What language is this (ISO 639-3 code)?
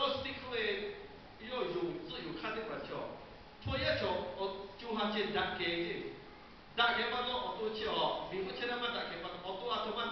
lhu